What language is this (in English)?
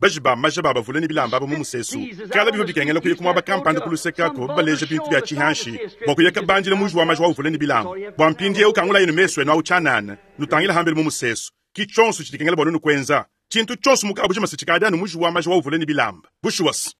Luba-Lulua